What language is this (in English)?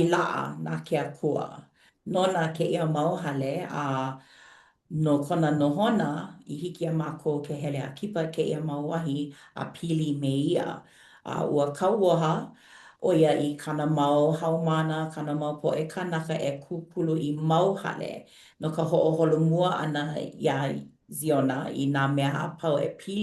Hawaiian